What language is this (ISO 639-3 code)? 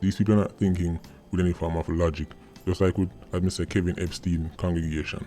jam